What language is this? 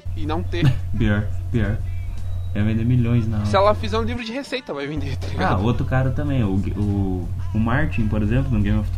Portuguese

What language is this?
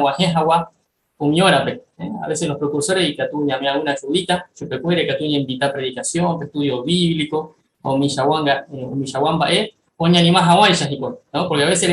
Guarani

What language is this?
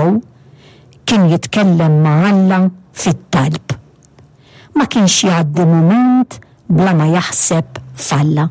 Maltese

